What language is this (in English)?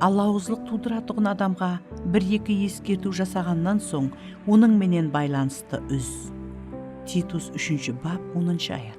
Kara-Kalpak